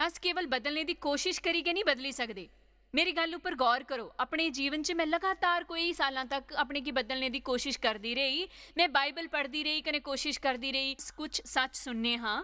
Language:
Dogri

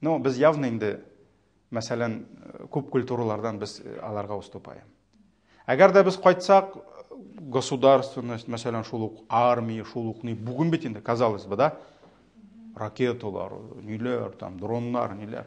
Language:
Tatar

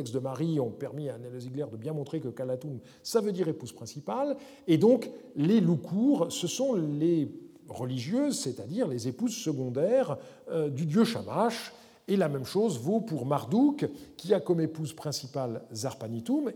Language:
French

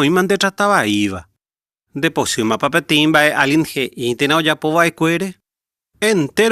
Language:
Guarani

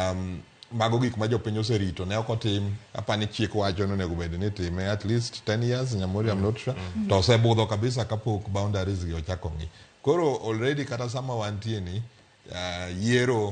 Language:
Luo (Kenya and Tanzania)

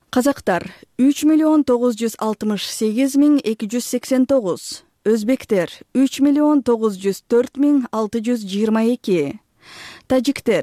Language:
Kyrgyz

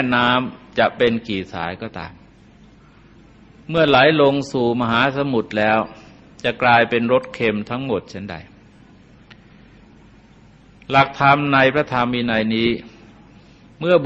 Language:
Thai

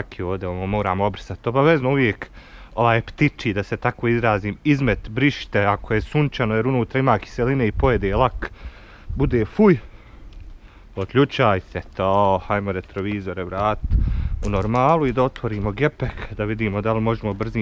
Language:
Bosnian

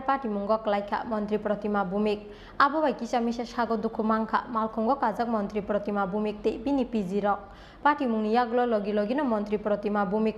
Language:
Kok Borok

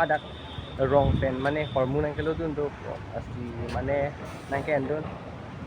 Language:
Karbi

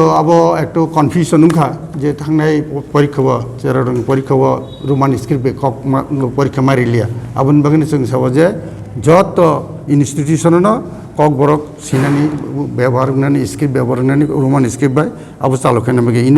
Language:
Kok Borok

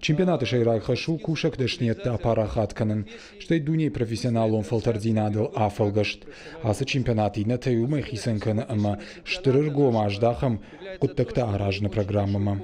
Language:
Ossetic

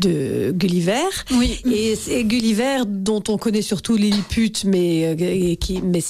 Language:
French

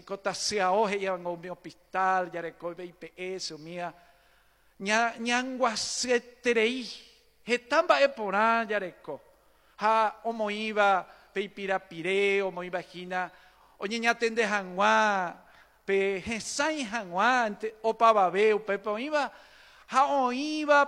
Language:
Guarani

